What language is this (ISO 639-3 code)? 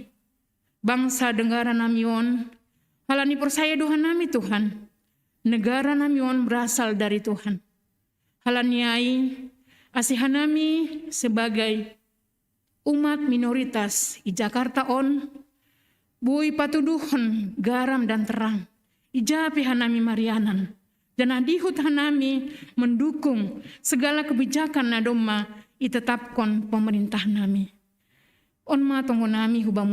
bts